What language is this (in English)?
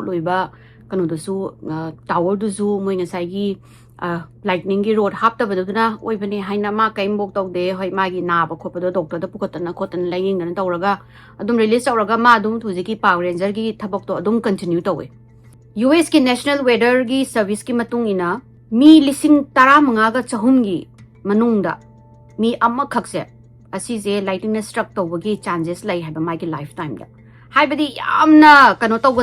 Manipuri